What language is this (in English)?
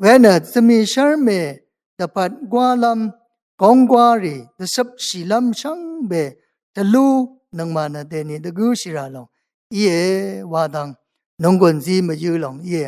Rawang